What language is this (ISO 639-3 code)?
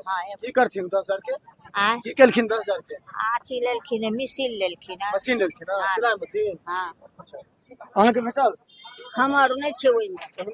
mai